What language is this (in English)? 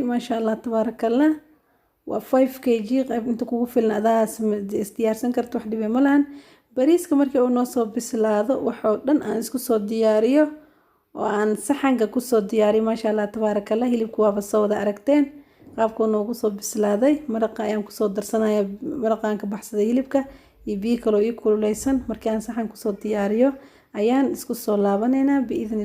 Somali